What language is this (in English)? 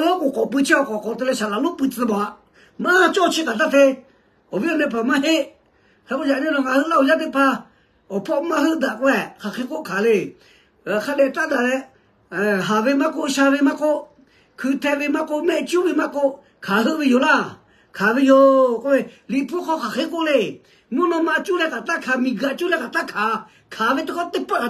Lahu